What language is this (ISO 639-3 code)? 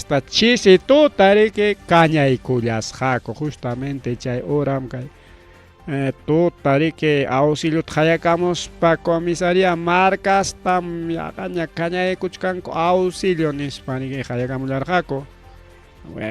quy